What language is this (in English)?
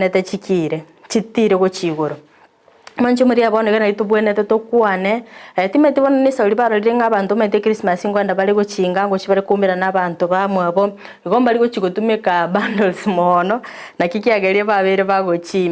Gusii